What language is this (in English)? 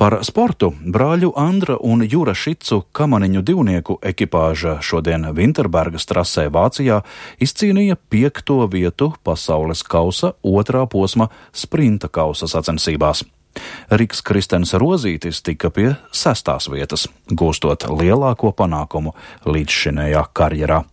Latvian